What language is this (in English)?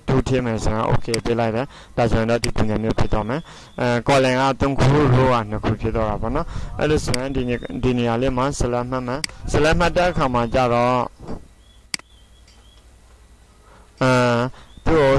Burmese